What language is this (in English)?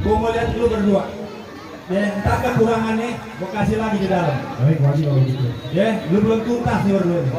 Betawi